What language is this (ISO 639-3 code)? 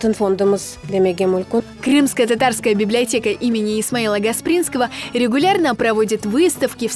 crh